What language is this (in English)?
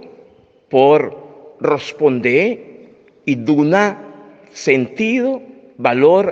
Papiamento